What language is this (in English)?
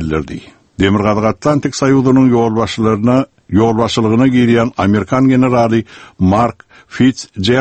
Kyrgyz